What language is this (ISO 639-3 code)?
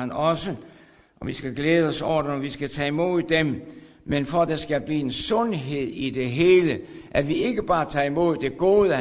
dan